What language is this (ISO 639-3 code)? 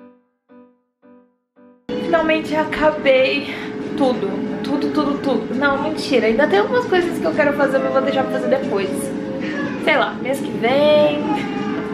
por